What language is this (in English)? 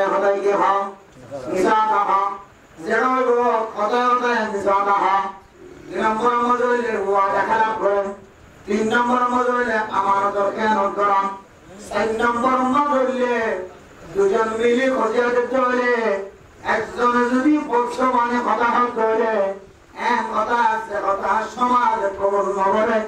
Rohingya